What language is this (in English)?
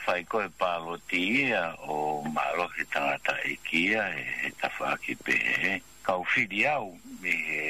Tongan